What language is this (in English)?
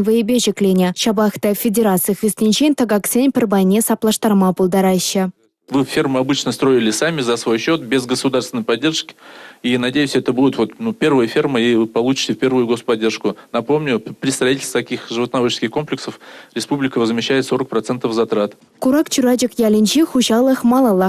Chuvash